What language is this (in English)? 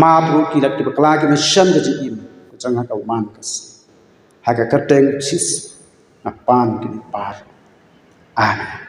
Khasi